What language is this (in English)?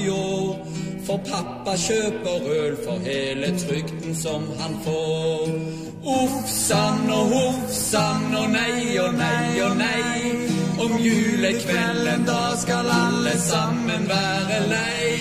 Norwegian